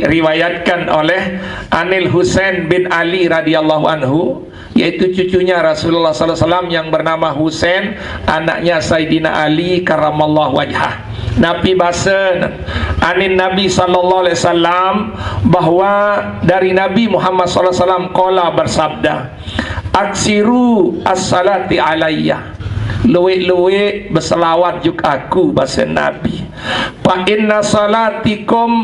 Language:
Sasak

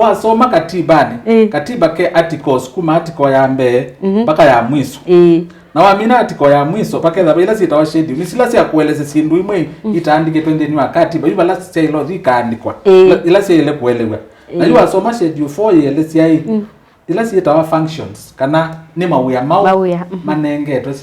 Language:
Kamba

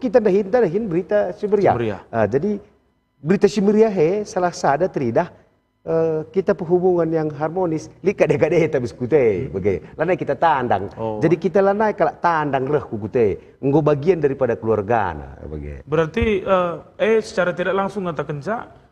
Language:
Batak Karo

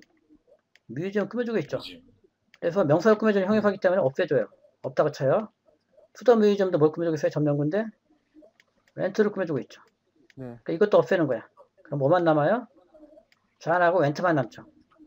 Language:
Korean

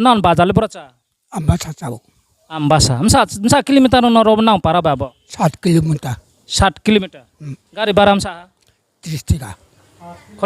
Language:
Riang (India)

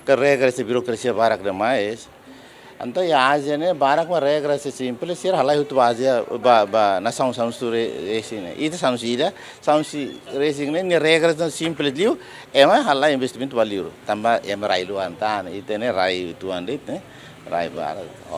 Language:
Tetum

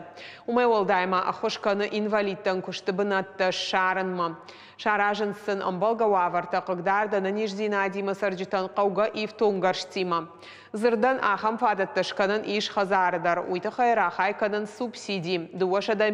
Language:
Ossetic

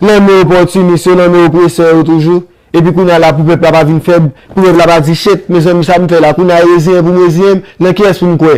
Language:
Haitian Creole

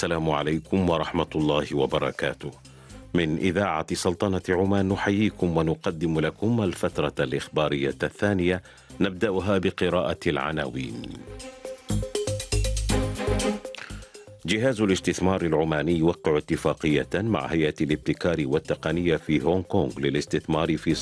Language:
Arabic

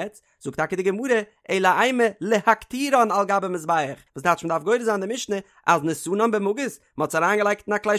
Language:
Yiddish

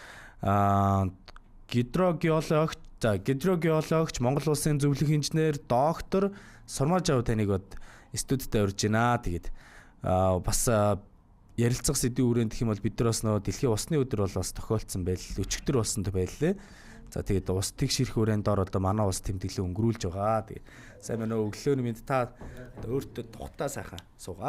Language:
Mongolian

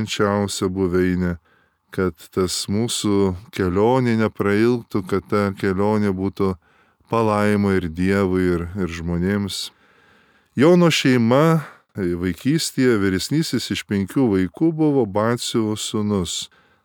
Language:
Lithuanian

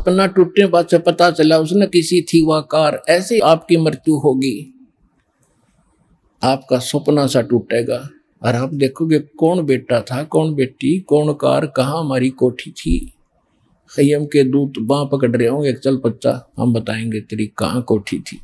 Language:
Hindi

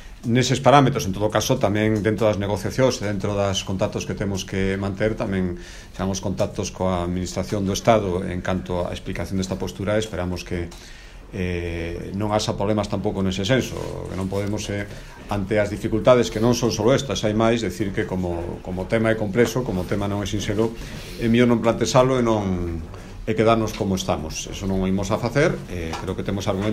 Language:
Galician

